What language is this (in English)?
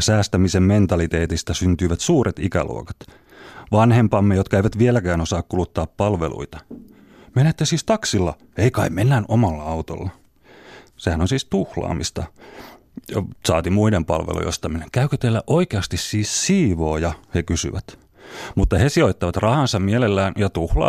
Finnish